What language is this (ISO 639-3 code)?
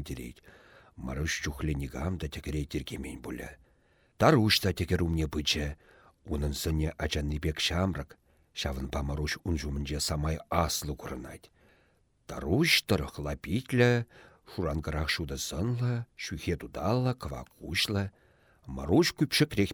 chv